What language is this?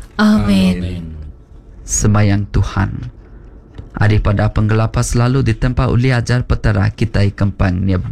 Iban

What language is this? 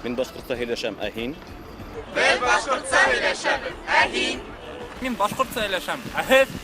Bashkir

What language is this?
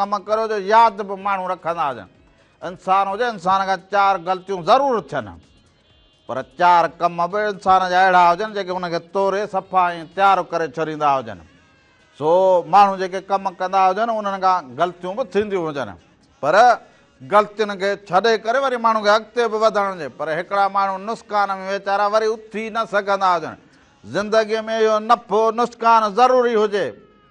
Sindhi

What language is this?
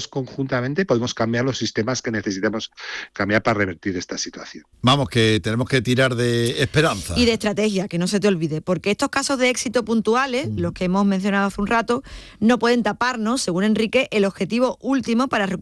Spanish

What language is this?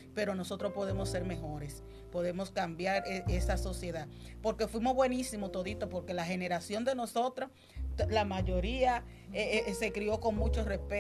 Spanish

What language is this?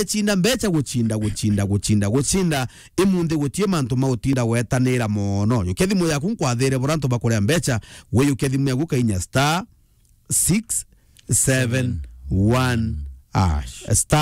Meru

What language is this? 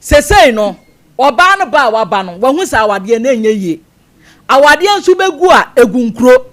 Akan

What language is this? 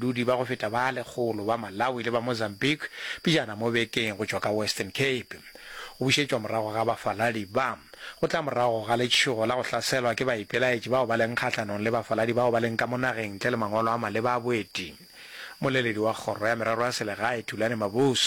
Northern Sotho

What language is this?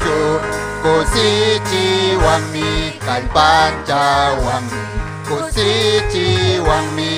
Ayacucho Quechua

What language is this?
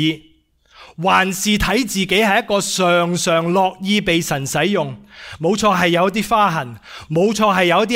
Cantonese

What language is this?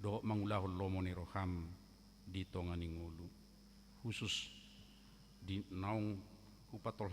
Batak Toba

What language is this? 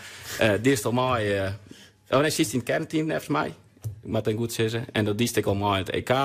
Western Frisian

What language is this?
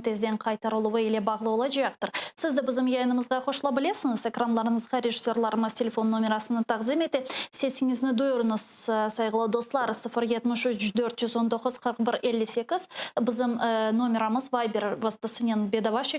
Crimean Tatar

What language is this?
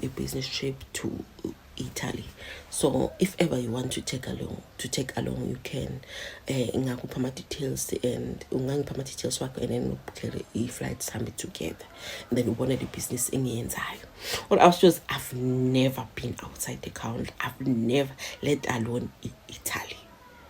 Zulu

